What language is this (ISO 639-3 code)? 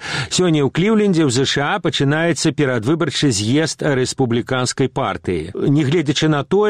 bel